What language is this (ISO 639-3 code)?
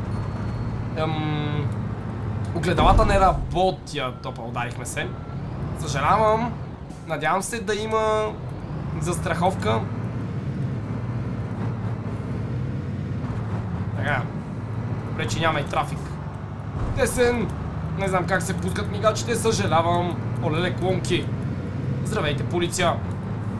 bul